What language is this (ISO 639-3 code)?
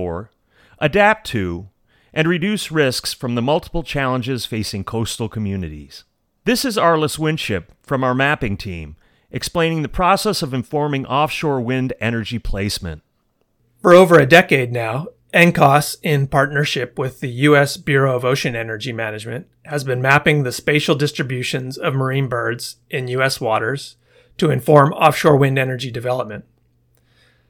eng